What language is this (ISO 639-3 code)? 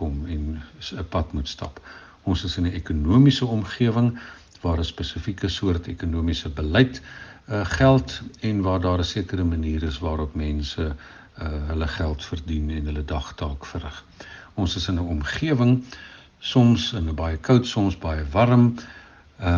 afr